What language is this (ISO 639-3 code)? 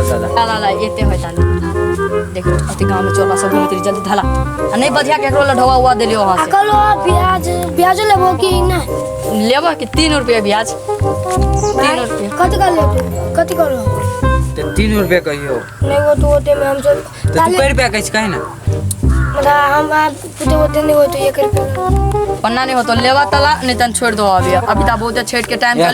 mai